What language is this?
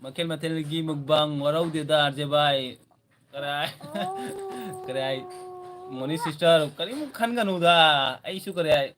Manipuri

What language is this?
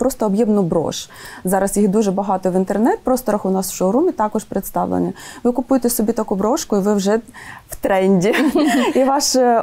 Ukrainian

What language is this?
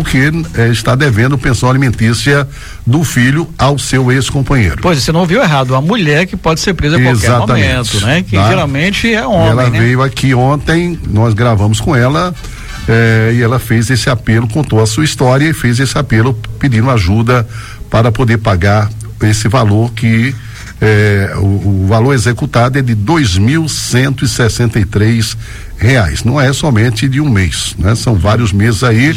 Portuguese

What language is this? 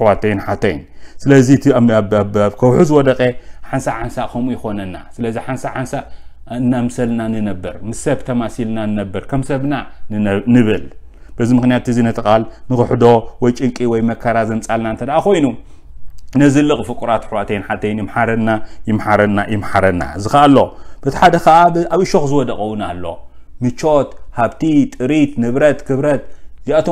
Tigrinya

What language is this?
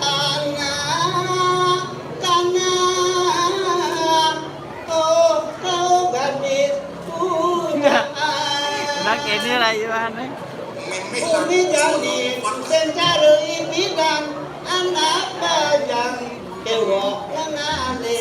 Balinese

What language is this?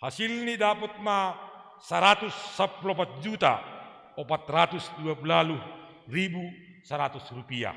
Batak Simalungun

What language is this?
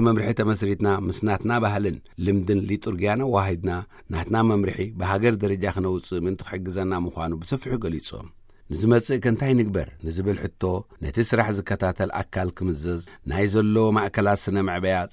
Tigrinya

